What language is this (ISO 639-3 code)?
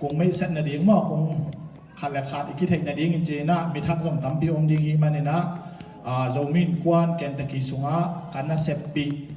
ctd